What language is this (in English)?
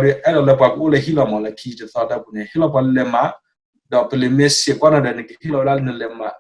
S'gaw Karen